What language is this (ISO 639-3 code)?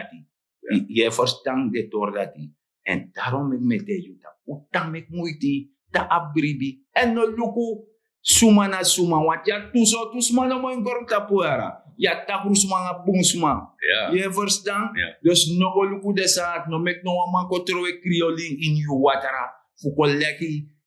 srn